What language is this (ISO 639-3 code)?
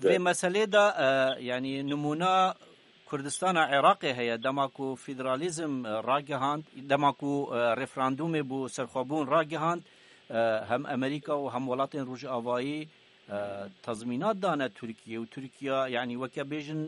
kur